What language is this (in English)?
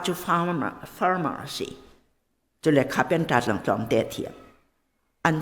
Hakha Chin